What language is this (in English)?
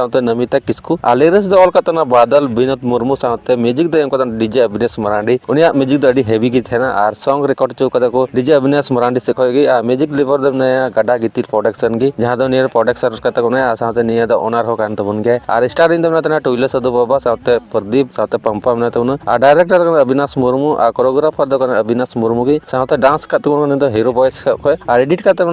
Santali